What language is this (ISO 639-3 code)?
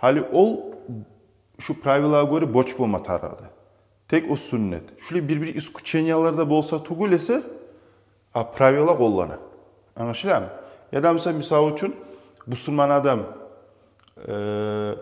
kum